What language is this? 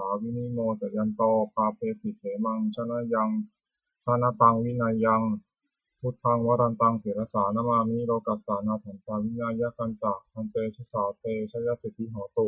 Pali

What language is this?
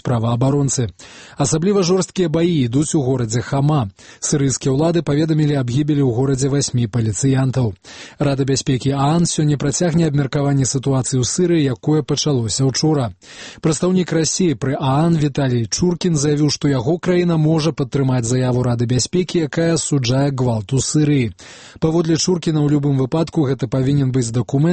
Belarusian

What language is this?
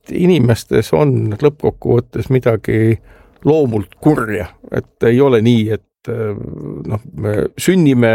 Estonian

